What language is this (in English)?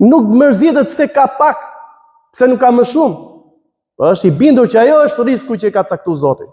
Albanian